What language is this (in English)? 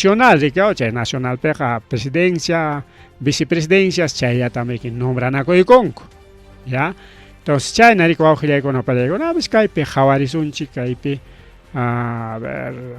Ayacucho Quechua